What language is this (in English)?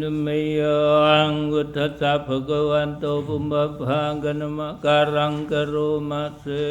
Pali